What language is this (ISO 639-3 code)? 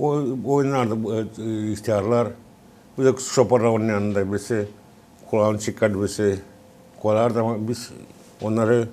gag